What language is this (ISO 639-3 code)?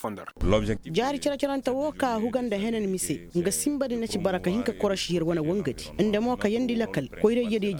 ses